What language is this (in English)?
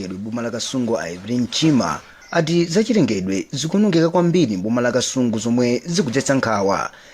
Nyanja